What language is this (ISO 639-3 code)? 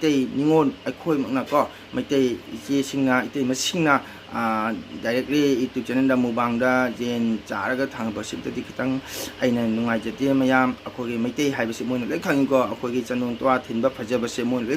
mni